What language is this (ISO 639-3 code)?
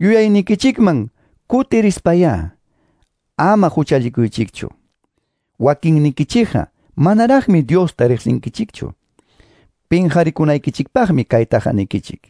que